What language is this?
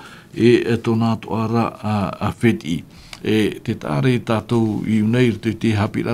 Tahitian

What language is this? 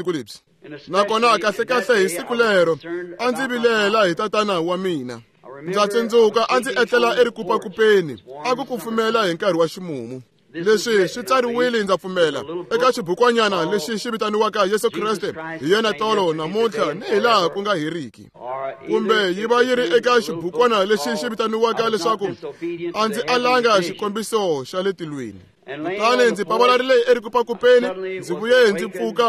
Tsonga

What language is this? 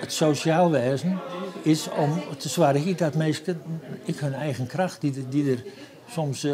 Western Frisian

